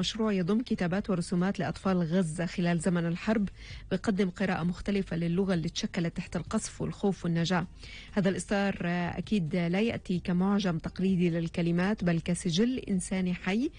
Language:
North Levantine Arabic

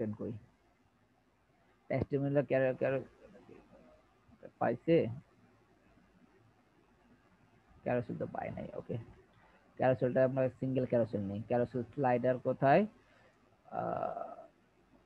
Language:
Bangla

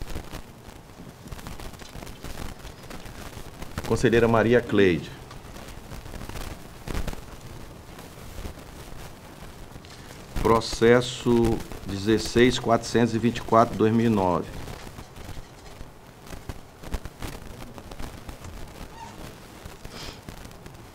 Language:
Portuguese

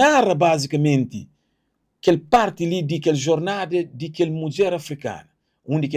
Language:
Kabuverdianu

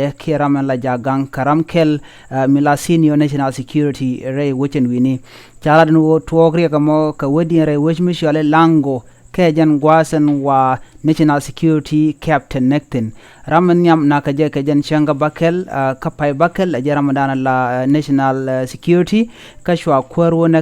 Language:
Nuer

